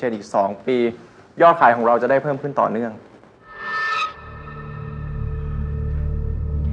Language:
Thai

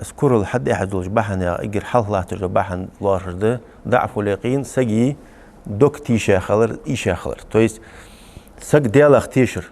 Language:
Ingush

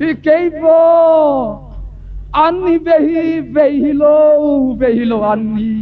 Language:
Tedim Chin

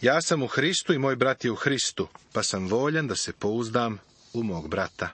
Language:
Serbian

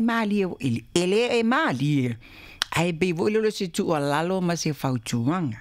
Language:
Samoan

